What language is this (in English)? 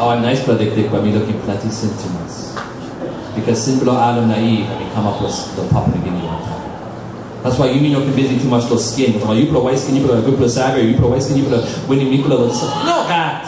Tok Pisin